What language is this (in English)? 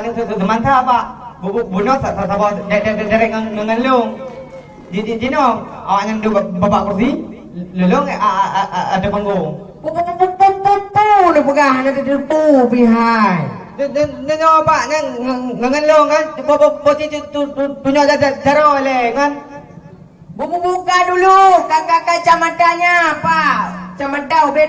Achinese